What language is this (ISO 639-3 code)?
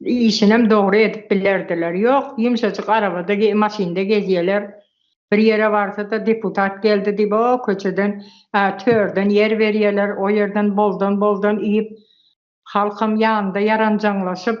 tuk